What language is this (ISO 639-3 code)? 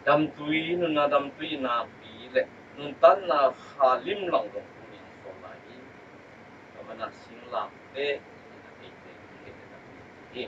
ctd